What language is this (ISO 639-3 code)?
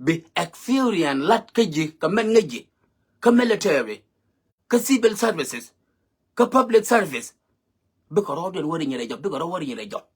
nus